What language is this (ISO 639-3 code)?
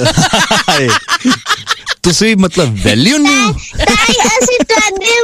pan